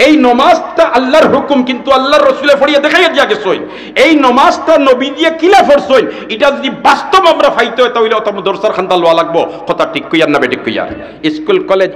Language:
Sylheti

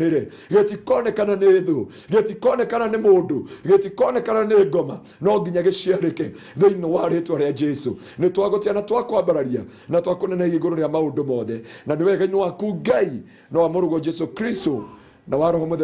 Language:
Kikuyu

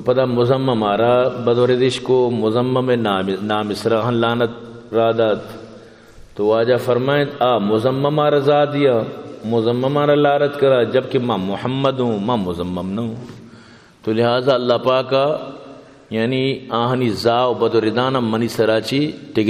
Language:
Eastern Balochi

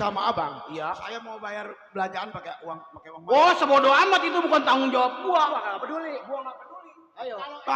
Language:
Betawi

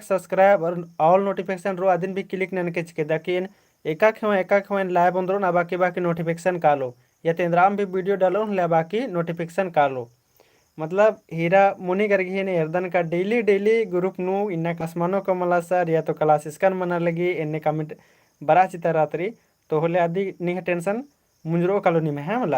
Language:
Kurukh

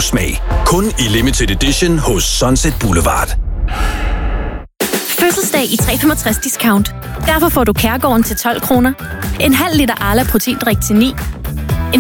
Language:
Danish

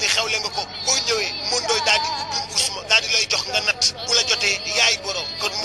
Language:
Wolof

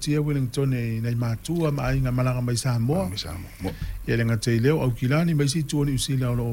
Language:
Samoan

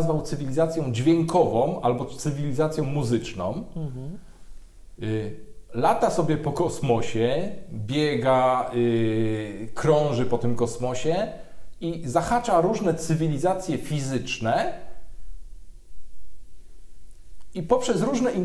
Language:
Polish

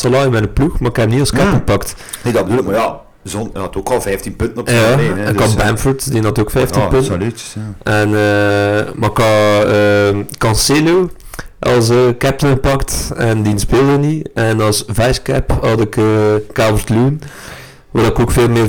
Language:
Dutch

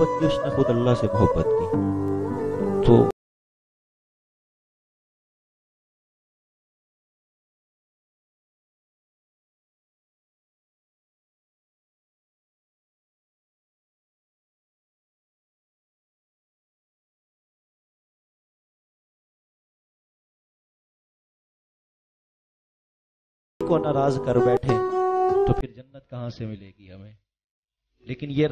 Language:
Urdu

